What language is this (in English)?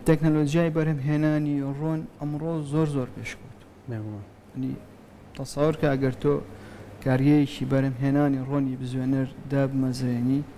Central Kurdish